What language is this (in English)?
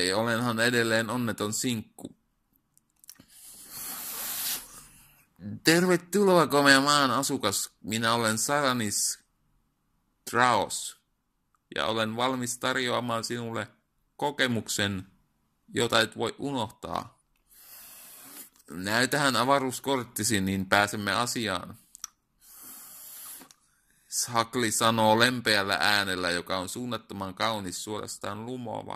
Finnish